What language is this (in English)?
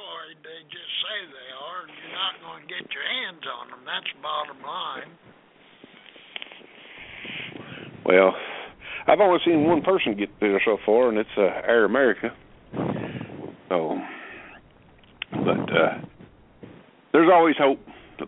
English